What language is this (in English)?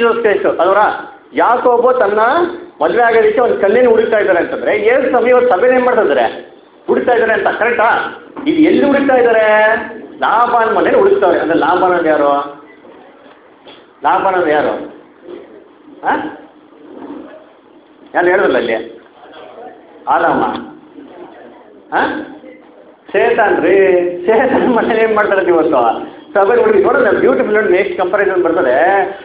Kannada